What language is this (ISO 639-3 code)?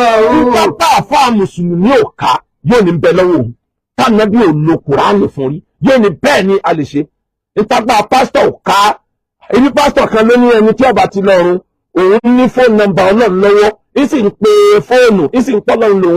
yor